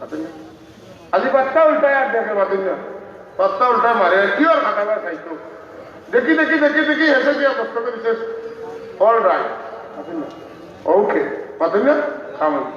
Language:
Sylheti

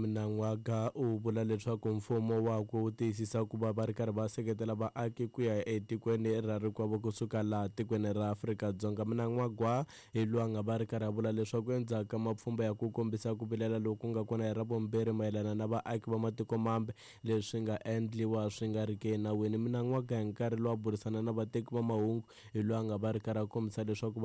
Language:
Tsonga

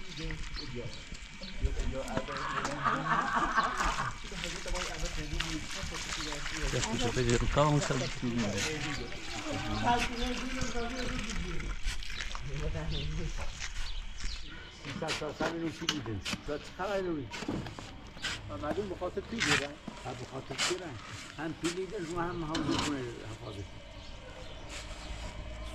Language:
Persian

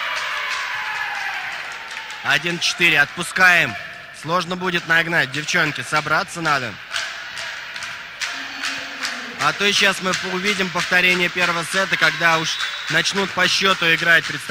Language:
Russian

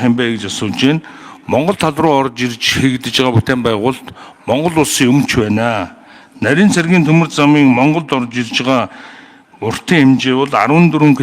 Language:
Mongolian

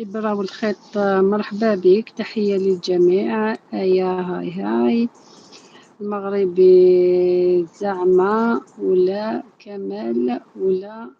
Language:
Algerian Arabic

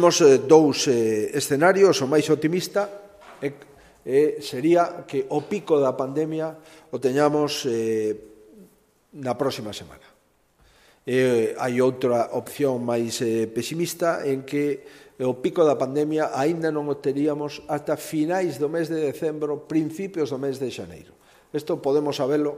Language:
Galician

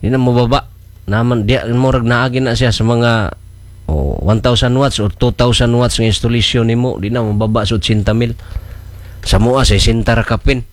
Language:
Cebuano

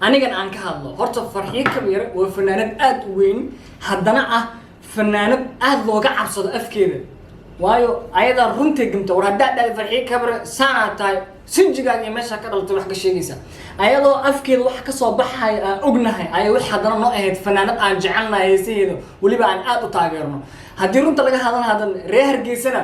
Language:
Somali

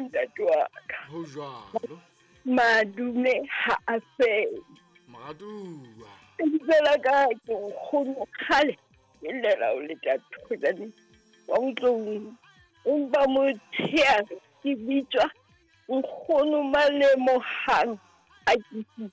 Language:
Southern Sotho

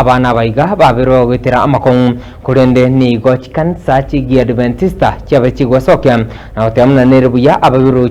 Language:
Gusii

